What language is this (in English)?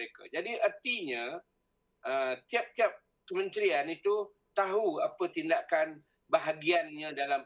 Malay